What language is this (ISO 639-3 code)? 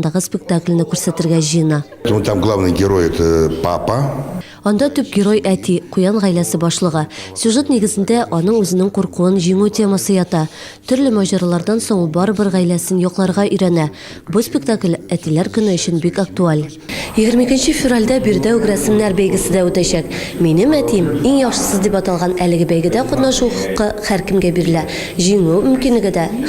tat